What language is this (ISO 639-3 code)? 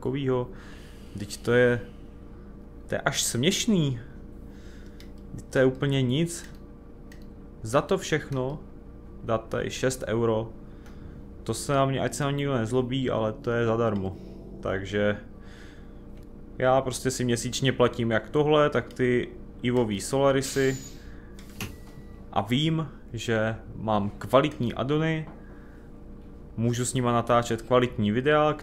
ces